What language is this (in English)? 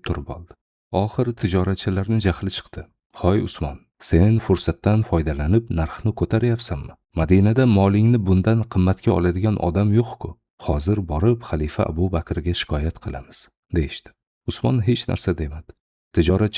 Uzbek